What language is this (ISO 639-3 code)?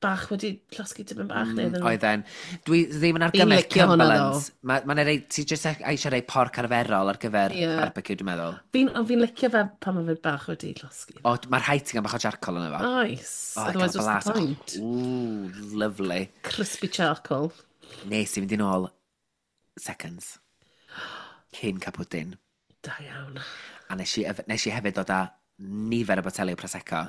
cym